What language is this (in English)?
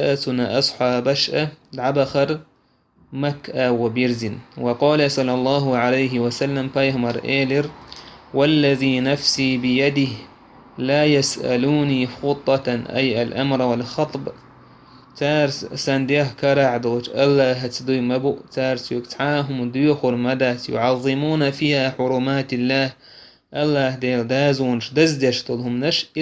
Chechen